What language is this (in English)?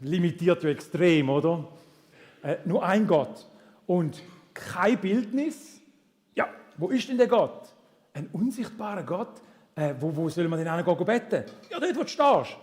Swiss German